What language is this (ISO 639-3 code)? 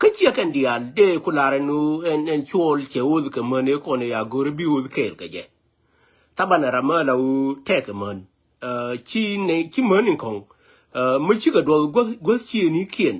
nus